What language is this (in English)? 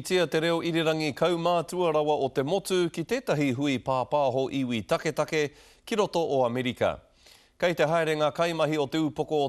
Māori